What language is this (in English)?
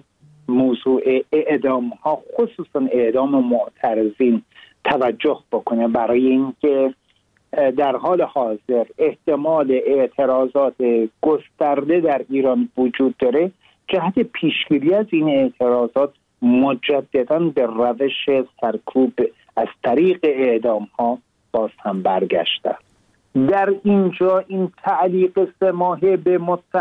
Persian